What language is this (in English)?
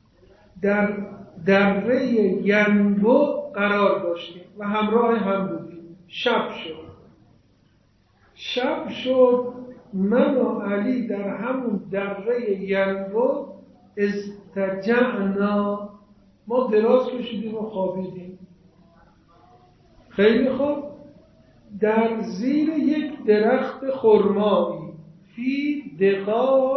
Persian